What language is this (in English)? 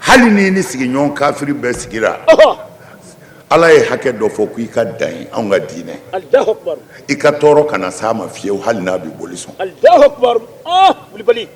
Bambara